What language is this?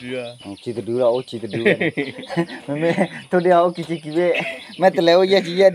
S'gaw Karen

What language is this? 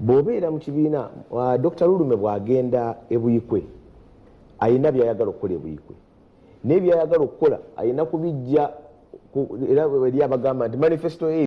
Ganda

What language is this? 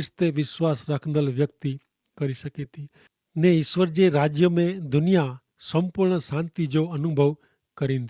Kachhi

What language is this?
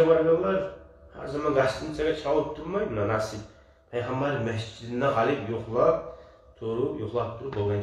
Kumyk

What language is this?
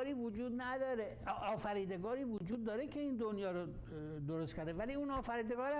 Persian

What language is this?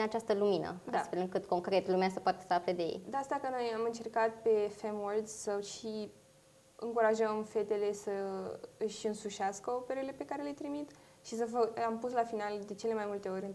Romanian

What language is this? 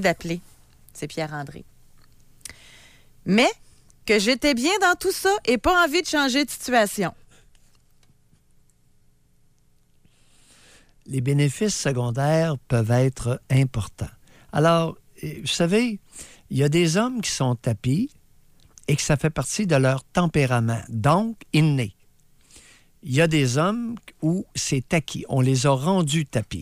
French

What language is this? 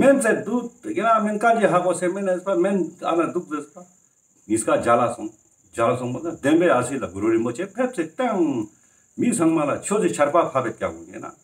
Ladakhi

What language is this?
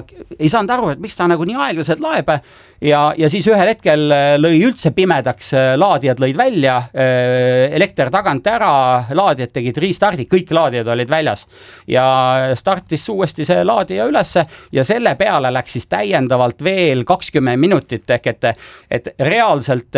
Estonian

